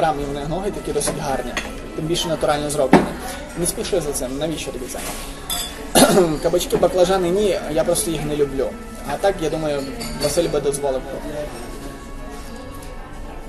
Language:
Ukrainian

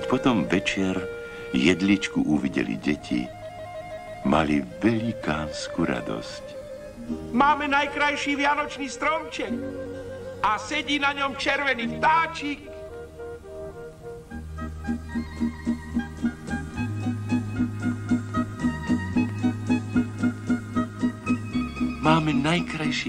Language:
Slovak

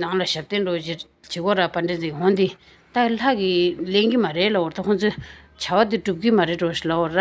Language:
Tibetan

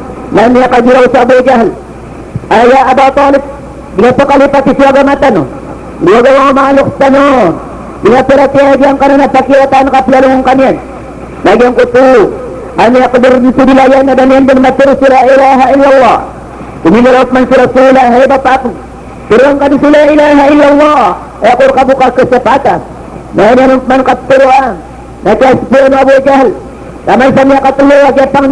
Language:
Maranao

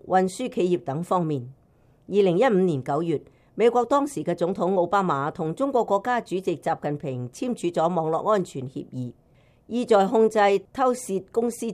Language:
Cantonese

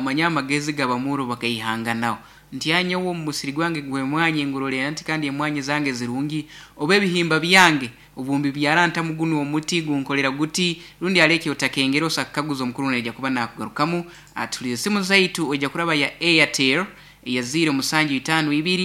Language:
Nyoro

